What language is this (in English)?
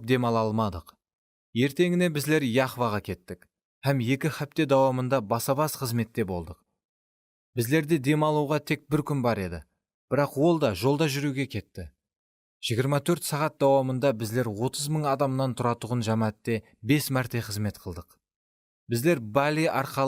Kara-Kalpak